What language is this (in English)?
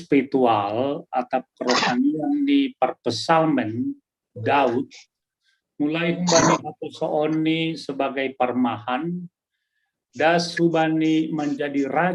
Batak Simalungun